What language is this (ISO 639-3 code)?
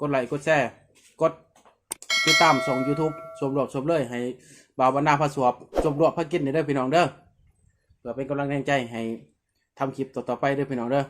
tts